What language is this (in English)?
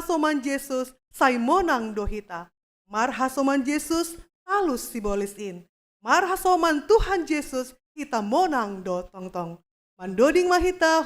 Batak Simalungun